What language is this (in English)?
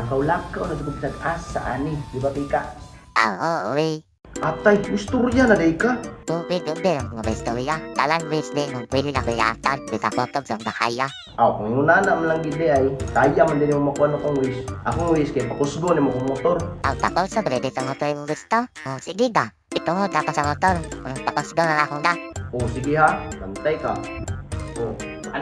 Cebuano